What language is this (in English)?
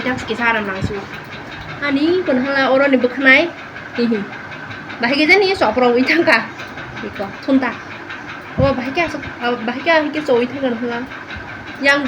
Kok Borok